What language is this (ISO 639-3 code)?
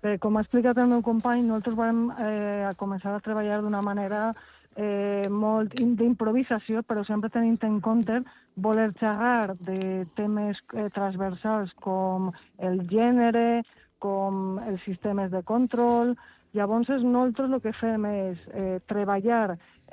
cat